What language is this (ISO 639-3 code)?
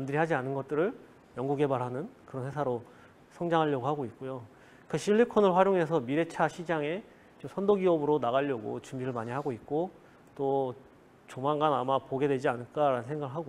kor